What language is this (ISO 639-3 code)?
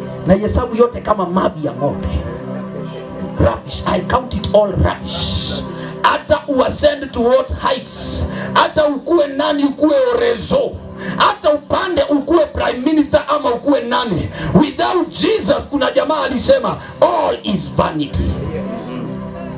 swa